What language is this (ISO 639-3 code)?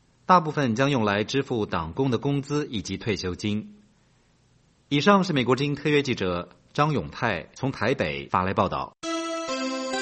zho